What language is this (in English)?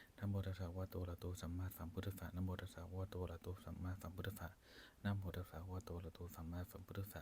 Pali